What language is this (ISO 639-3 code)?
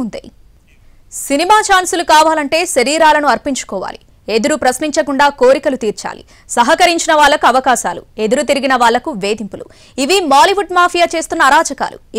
tel